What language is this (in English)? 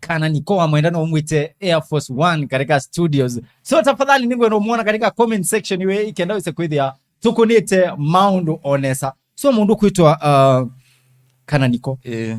Kamba